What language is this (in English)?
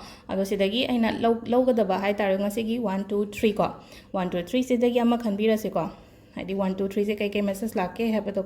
Manipuri